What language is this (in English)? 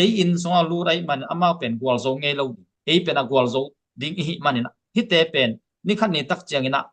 Tedim Chin